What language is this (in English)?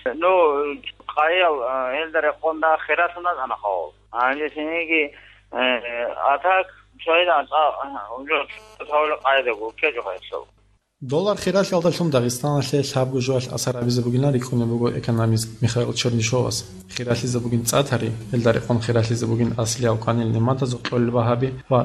Avaric